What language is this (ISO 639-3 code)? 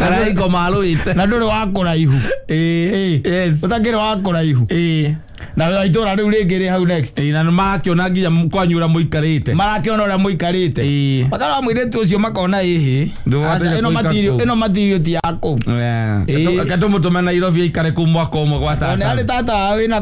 kik